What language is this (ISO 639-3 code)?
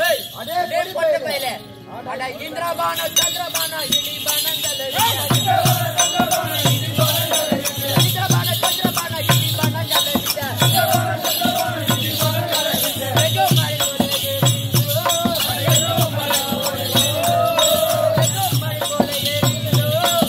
tam